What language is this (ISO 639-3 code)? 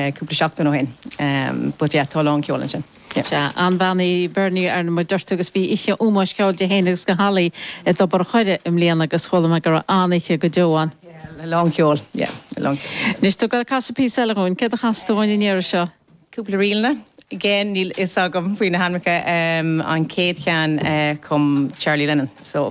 gle